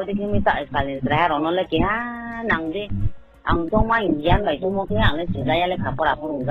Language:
Riang (India)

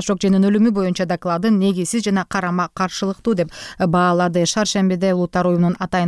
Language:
Kyrgyz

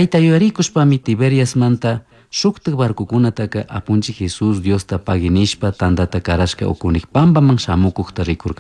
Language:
Chimborazo Highland Quichua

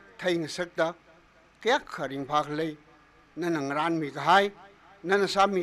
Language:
Tangkhul Naga (India)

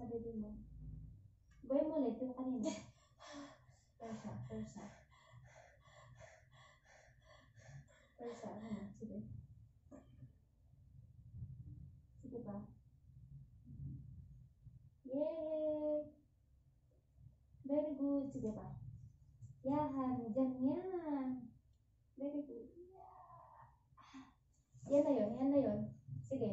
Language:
Filipino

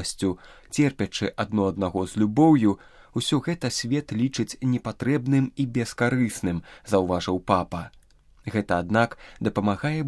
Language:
Belarusian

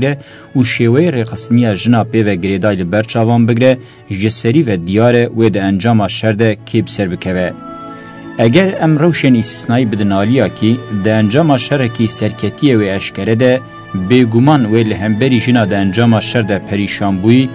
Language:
Kurdish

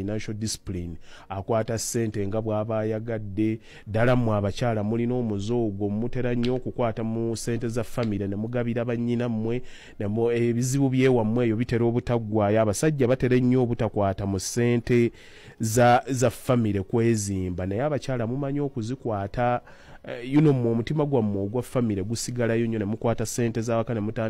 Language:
Ganda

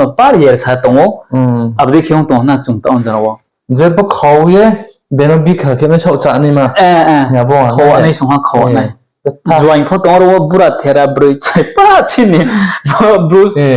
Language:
Riang (India)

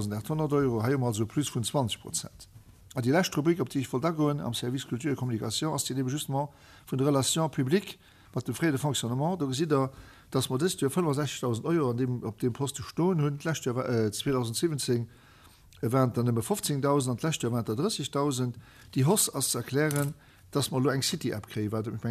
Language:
Luxembourgish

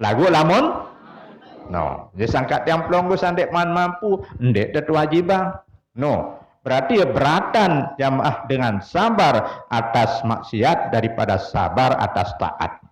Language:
Sasak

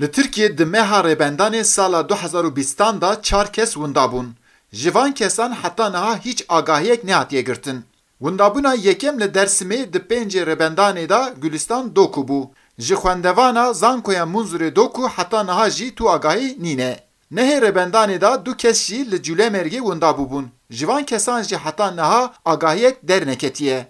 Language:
Kurdish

